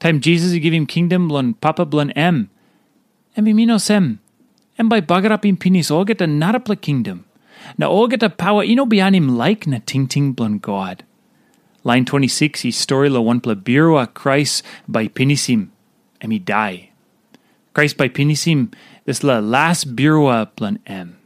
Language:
Tok Pisin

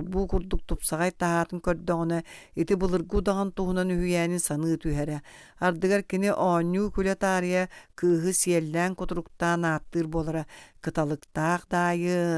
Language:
Yakut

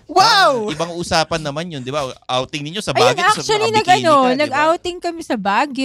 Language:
Filipino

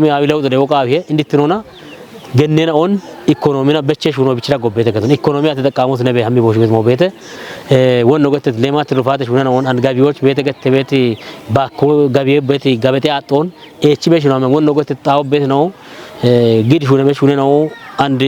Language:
Kafa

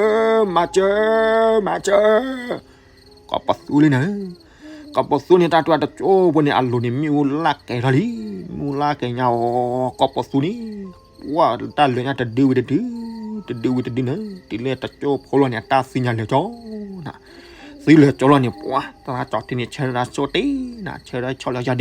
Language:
S'gaw Karen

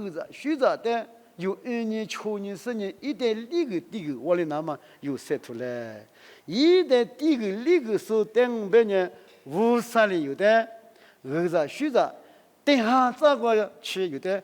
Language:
Lisu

